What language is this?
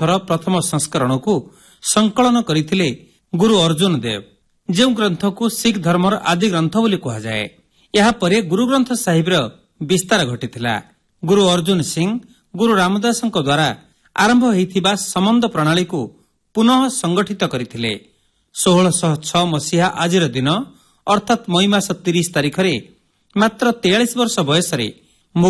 Odia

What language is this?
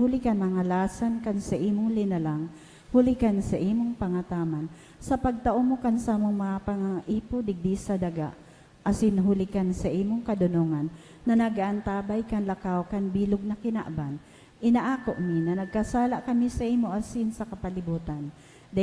Bikol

